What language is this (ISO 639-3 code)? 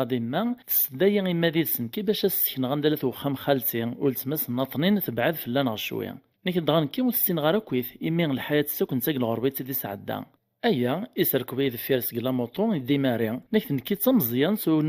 kab